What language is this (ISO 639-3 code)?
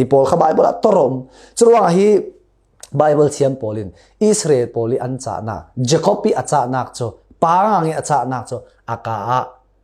cfm